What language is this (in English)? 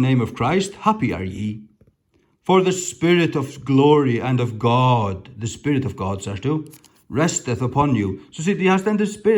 Faroese